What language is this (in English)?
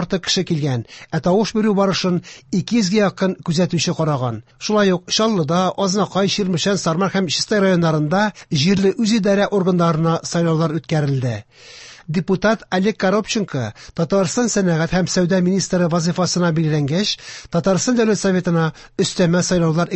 Tatar